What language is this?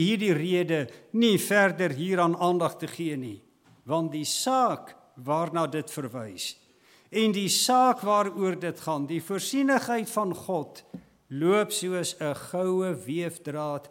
Afrikaans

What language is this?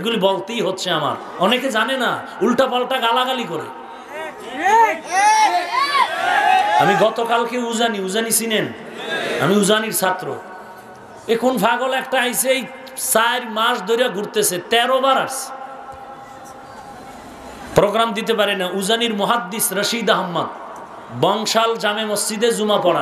Bangla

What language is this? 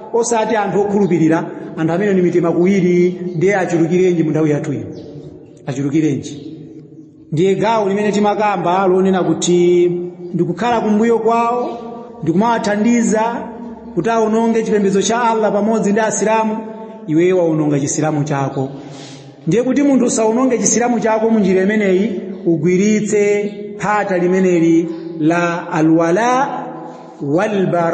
Nyanja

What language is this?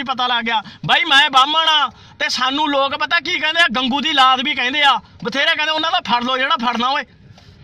Punjabi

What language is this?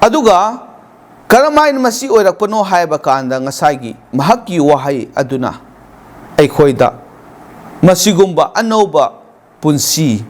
Manipuri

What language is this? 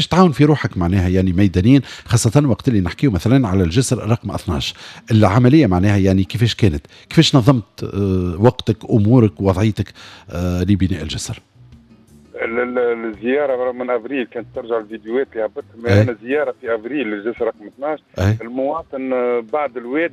Tunisian Arabic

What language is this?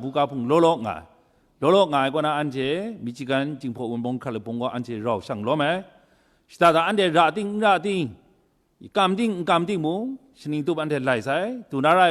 Kachin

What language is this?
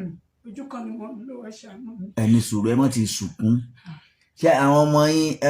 Yoruba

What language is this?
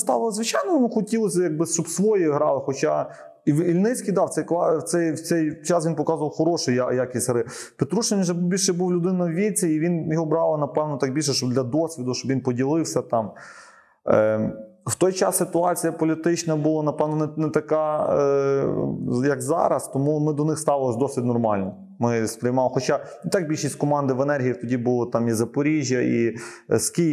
Ukrainian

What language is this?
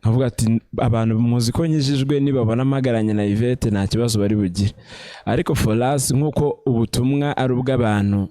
Kinyarwanda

